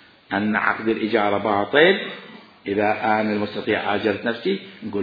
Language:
Mesopotamian Arabic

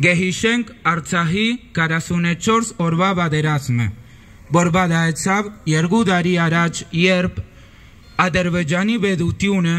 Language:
Armenian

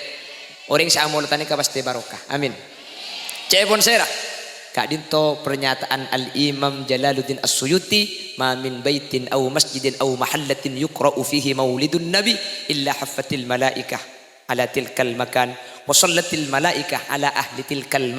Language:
Madurese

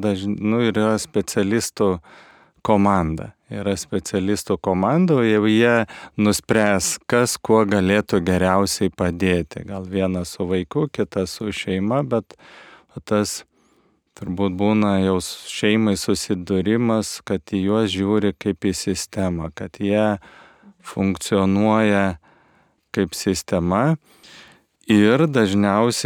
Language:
Lithuanian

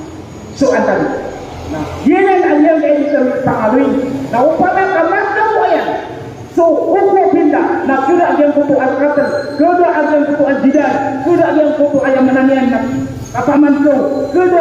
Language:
Maranao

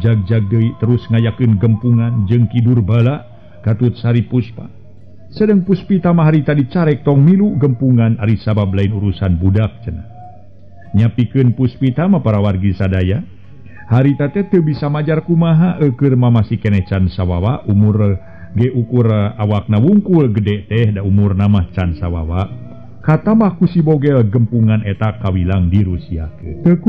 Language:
Sundanese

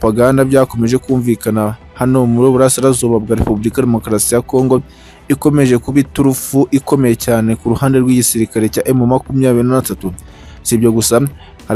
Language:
Kinyarwanda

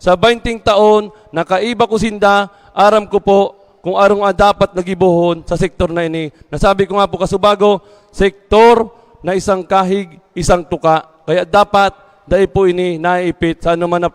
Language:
Bikol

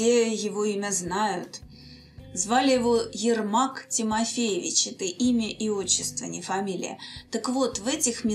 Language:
Russian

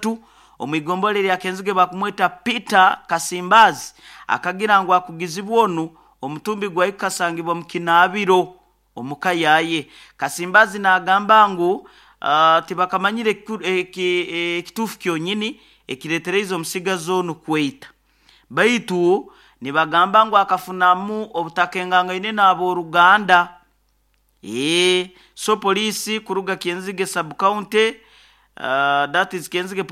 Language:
Nyoro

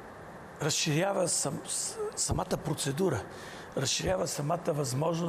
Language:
Bulgarian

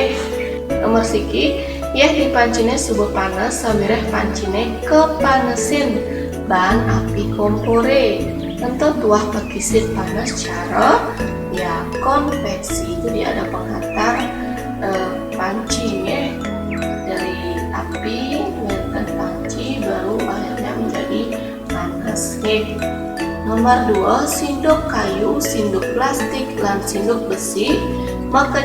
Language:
Balinese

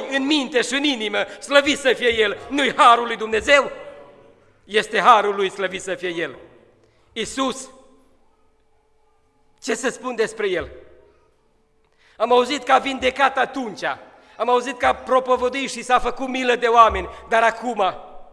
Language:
Romanian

